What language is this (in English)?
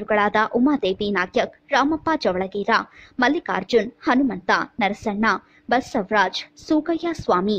Kannada